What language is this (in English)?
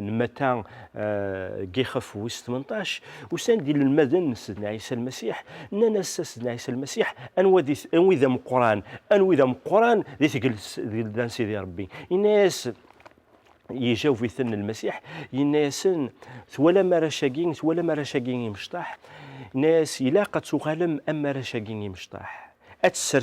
Kabyle